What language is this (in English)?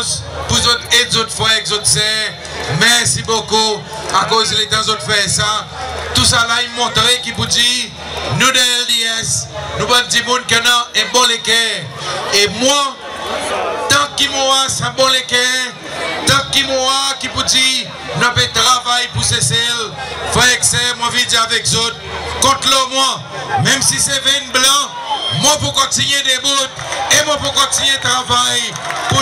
Seselwa Creole French